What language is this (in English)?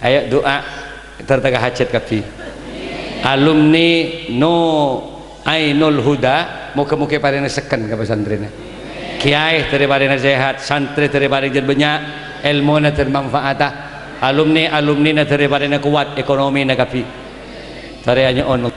Madurese